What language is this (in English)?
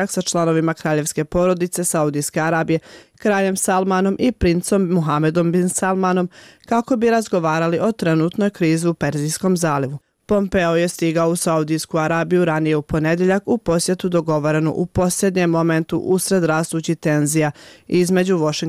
Bosnian